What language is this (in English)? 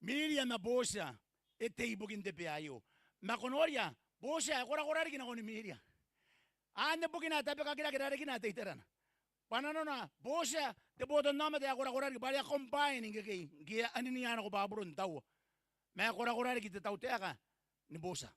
Gilbertese